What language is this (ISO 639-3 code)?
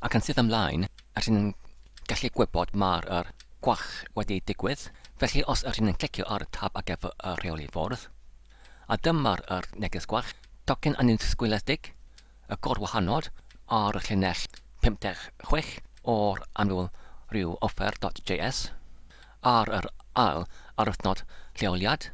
cym